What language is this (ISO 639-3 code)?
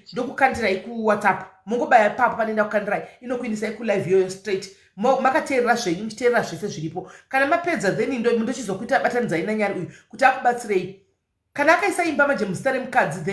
sna